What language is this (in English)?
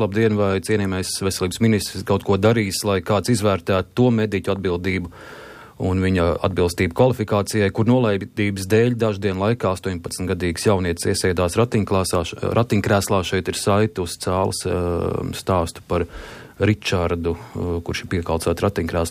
Latvian